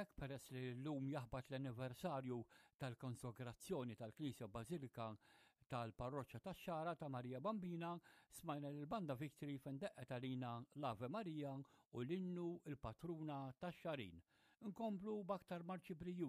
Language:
Maltese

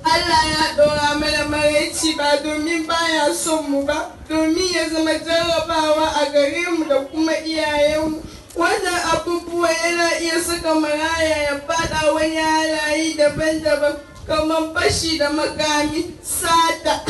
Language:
Hausa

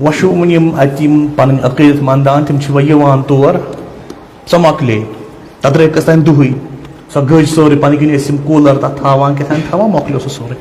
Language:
Kashmiri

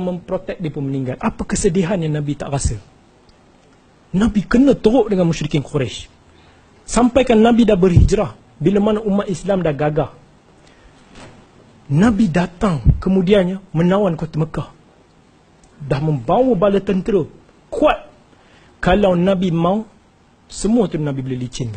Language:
Malay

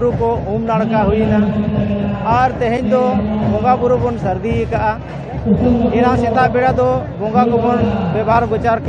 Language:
Santali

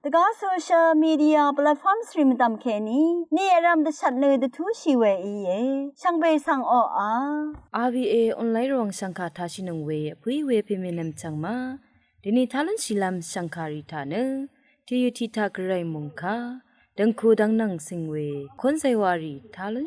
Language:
Rawang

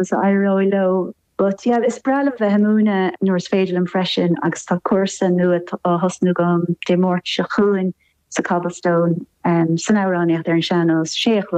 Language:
Irish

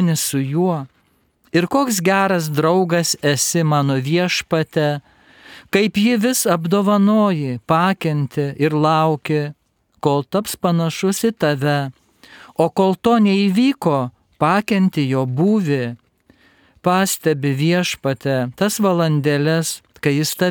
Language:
Lithuanian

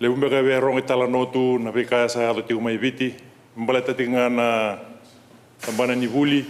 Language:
Fijian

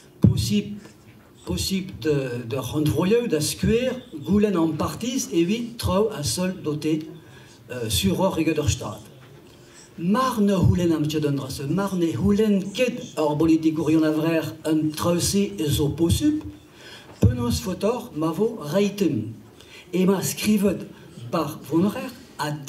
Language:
Breton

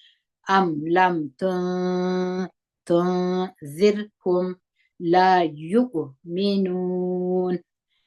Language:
Pashto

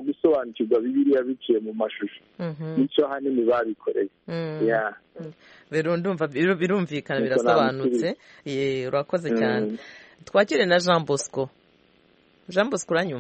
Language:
Kinyarwanda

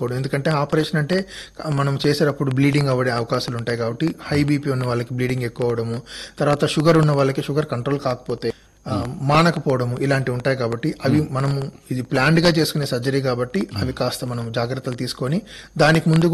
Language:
Telugu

